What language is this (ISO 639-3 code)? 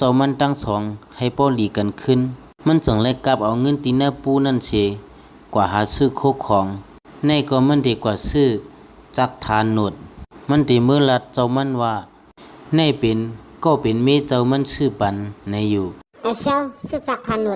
shn